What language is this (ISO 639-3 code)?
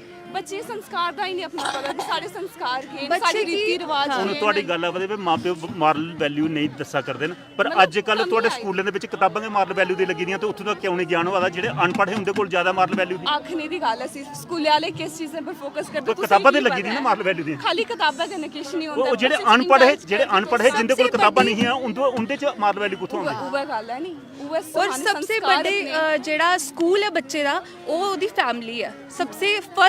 doi